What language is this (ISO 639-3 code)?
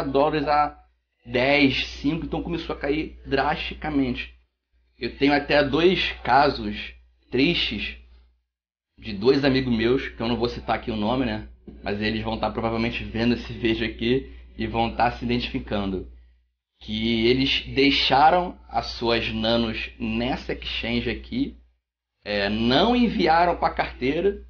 por